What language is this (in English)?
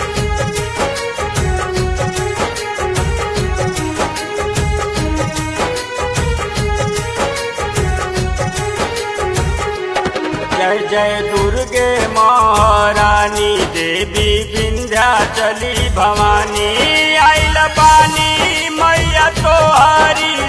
Bhojpuri